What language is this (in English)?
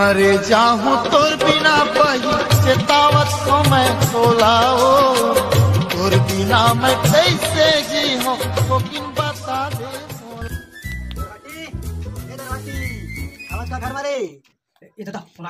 Chhattisgarhi